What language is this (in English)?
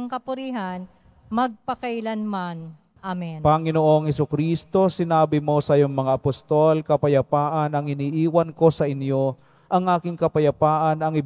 Filipino